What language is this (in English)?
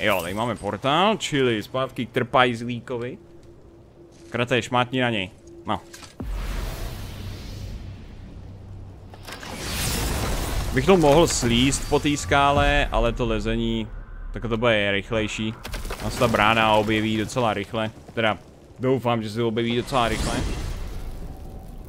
Czech